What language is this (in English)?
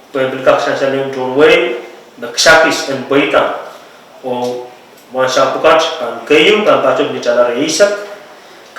Pohnpeian